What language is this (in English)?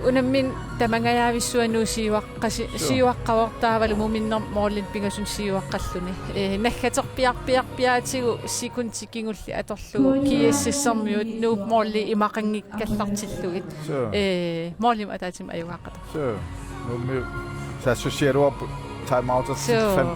Kalaallisut